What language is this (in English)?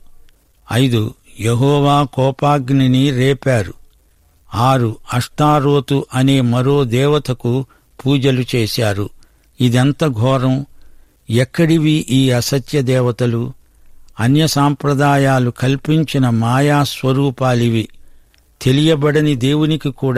Telugu